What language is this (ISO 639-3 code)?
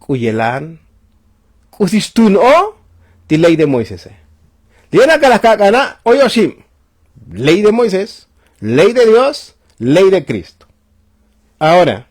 tzo